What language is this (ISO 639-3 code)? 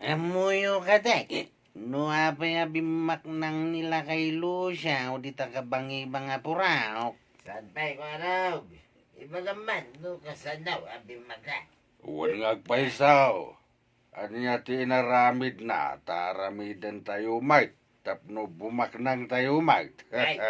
ilo